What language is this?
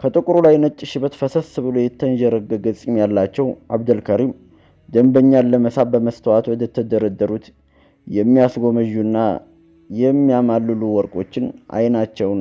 Amharic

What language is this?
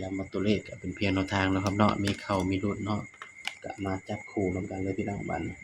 Northeastern Thai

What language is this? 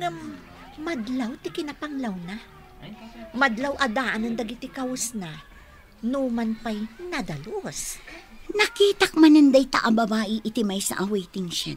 Iloko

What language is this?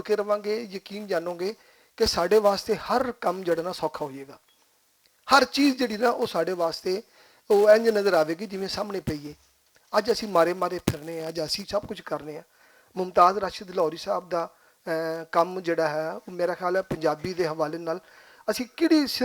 Western Panjabi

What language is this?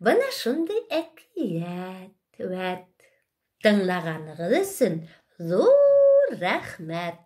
Bashkir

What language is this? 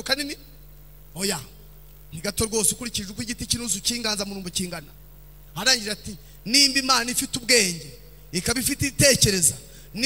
Kinyarwanda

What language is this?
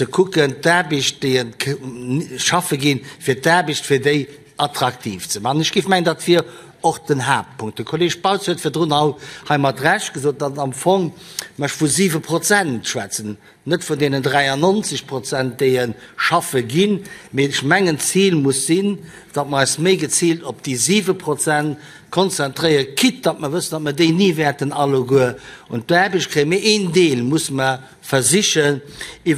Luxembourgish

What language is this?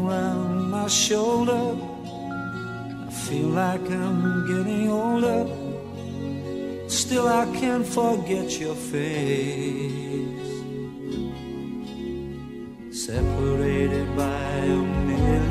English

